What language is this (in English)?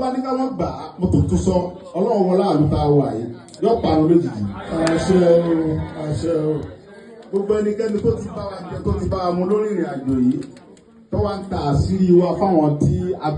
Yoruba